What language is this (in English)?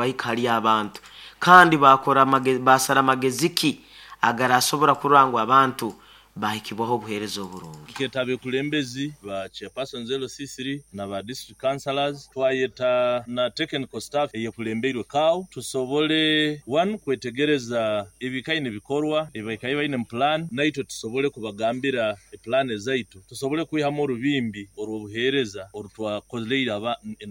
Nyoro